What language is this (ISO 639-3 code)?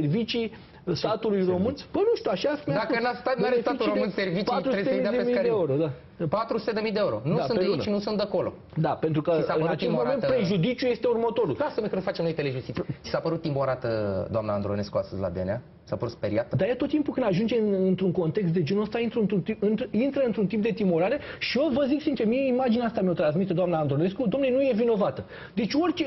ron